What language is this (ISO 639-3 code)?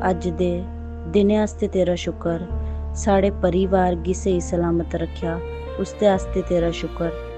doi